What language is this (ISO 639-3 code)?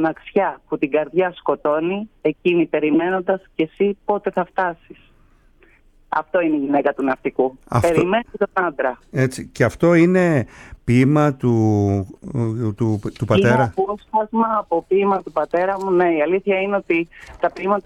ell